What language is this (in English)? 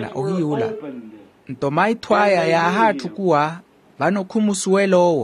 Makhuwa